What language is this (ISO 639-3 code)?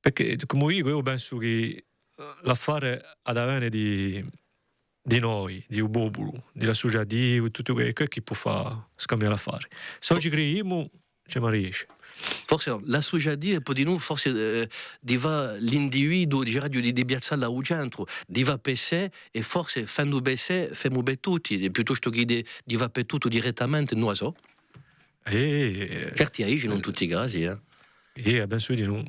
cos